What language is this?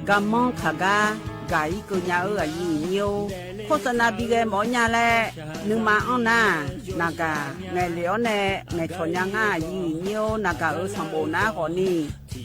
Akha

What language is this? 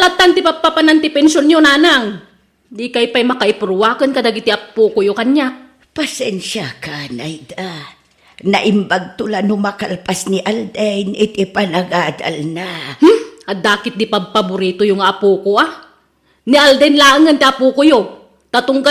Iloko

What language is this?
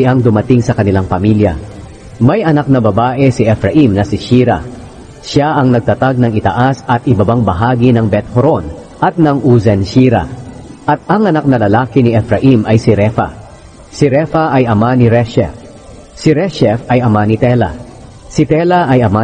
Filipino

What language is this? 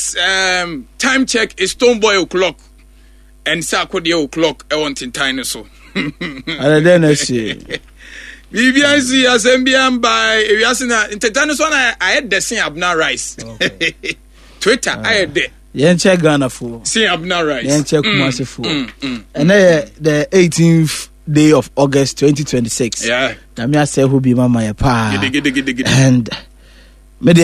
Akan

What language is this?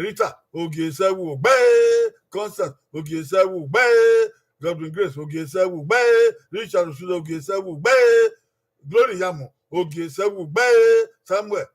Bini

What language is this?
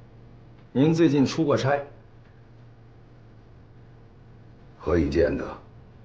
Chinese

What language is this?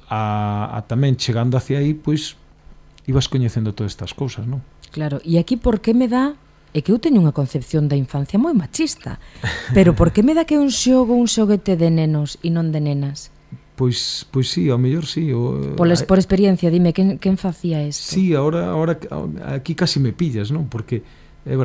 Galician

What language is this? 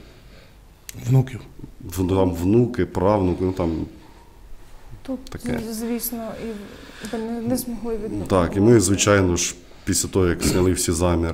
Ukrainian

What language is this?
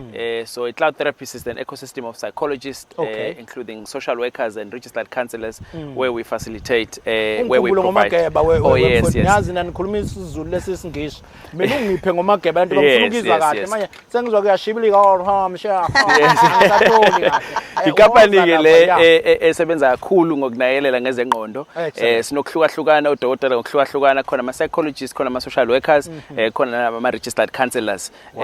Zulu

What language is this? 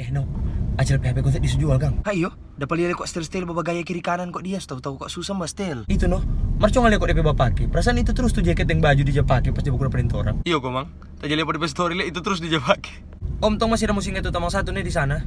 Manado Malay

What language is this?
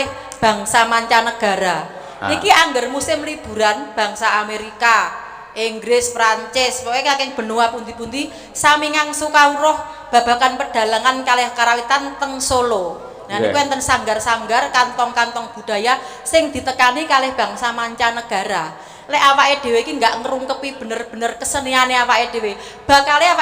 Javanese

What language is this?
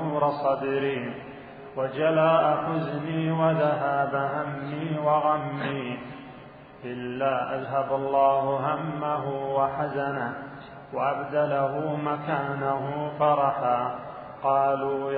Arabic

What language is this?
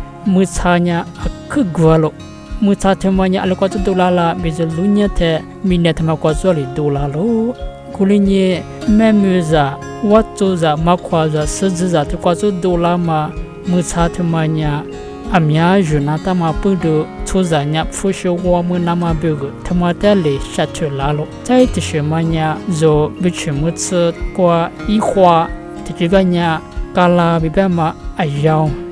Lisu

